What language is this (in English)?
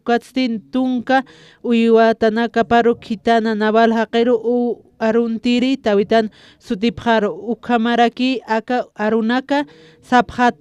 Aymara